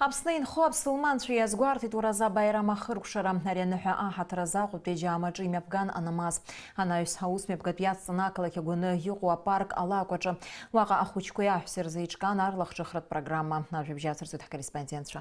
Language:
Abkhazian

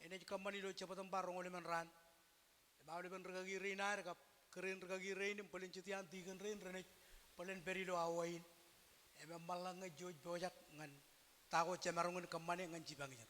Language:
Marshallese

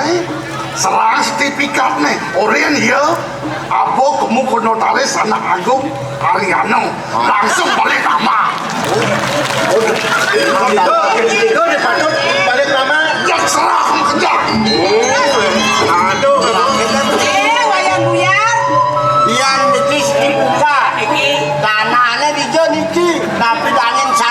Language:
Balinese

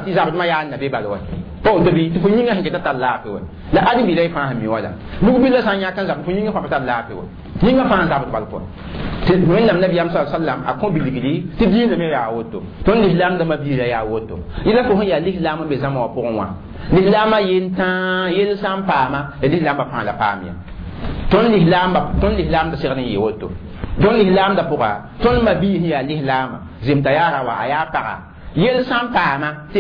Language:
Mossi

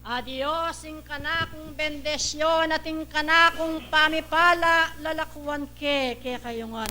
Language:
Pampanga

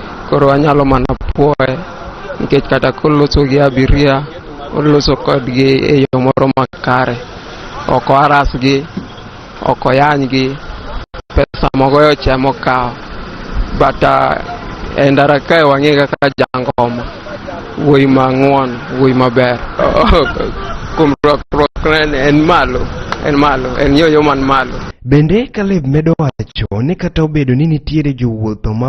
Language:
Luo (Kenya and Tanzania)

